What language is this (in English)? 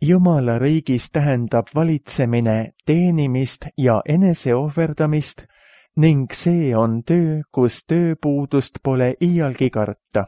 Estonian